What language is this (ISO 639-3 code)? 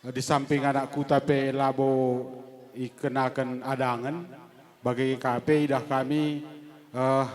btx